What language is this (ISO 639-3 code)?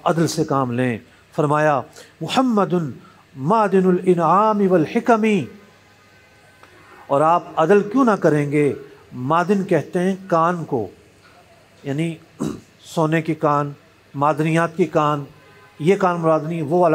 urd